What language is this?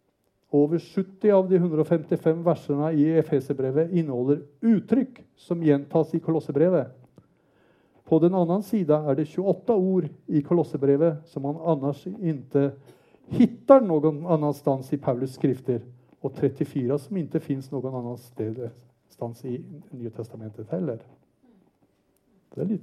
Norwegian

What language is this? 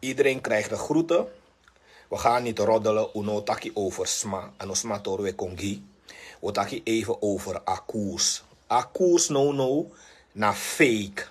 Sranan Tongo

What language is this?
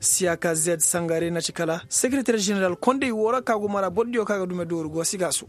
Koyraboro Senni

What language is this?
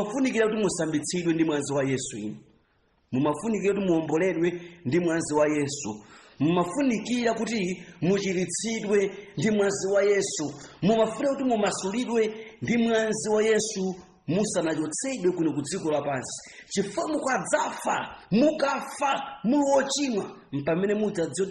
Nyanja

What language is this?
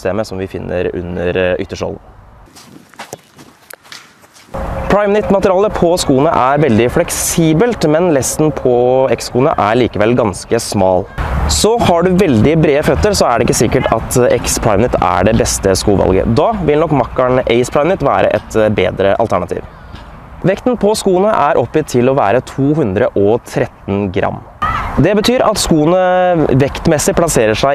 Norwegian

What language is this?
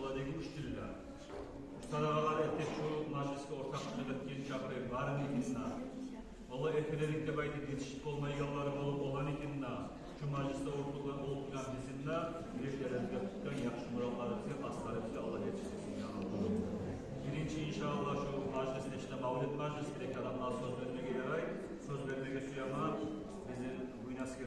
Kumyk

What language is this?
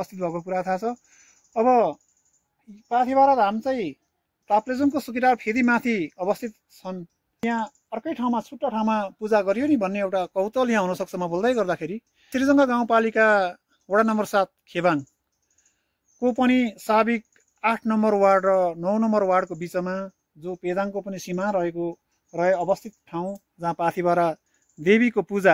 Nepali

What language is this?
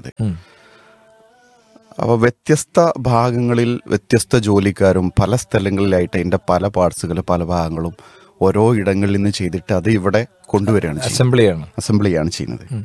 Malayalam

